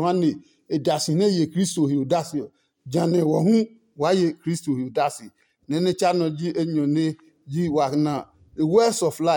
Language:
Adangme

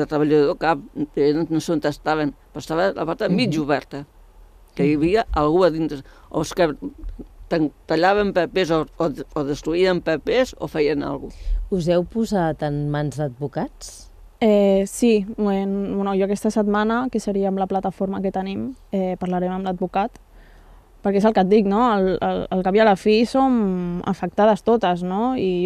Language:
Catalan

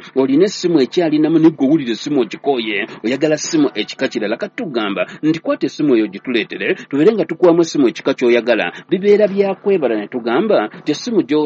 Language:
Ganda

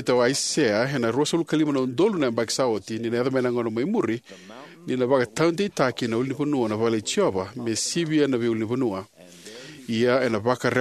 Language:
Fijian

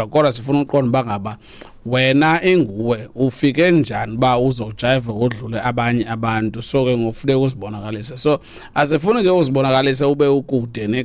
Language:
Xhosa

